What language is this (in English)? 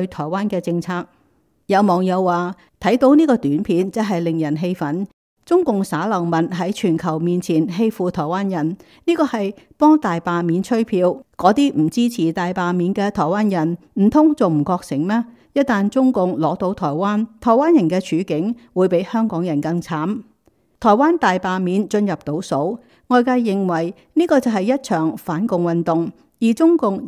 Cantonese